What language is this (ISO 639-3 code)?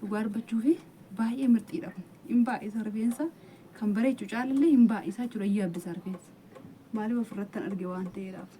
orm